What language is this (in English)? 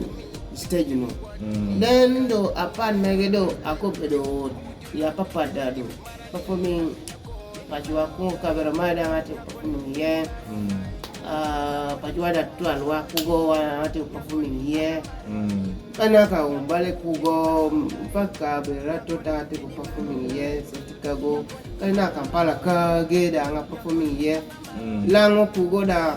Kumam